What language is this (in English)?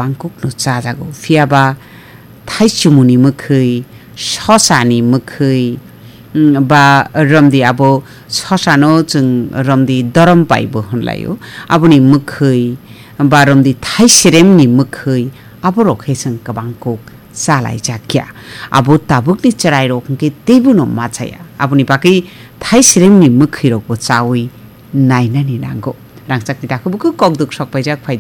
Kok Borok